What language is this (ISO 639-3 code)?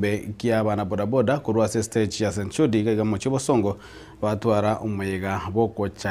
guz